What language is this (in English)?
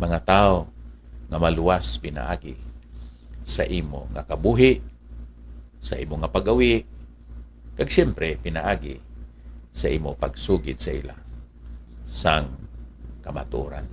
Hiligaynon